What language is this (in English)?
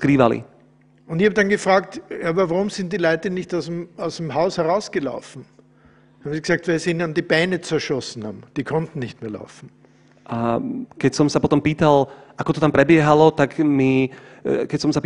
Slovak